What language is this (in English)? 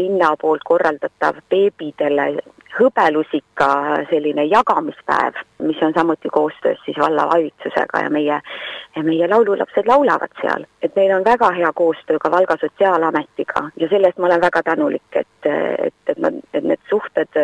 Estonian